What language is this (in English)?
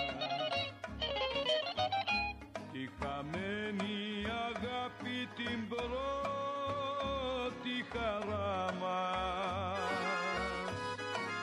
Greek